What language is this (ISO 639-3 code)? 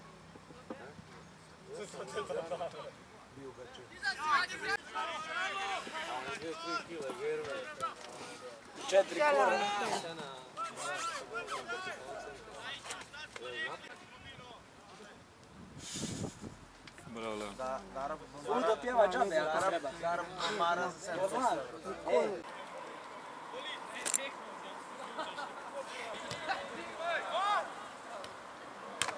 hrv